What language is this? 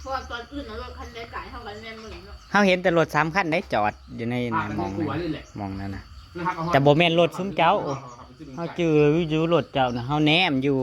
Northeastern Thai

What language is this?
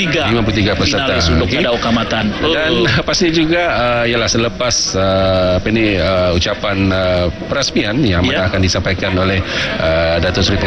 Malay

